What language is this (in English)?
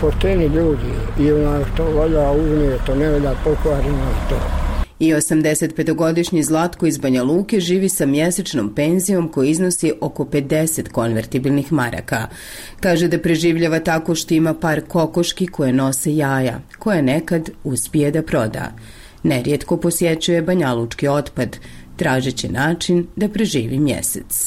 Croatian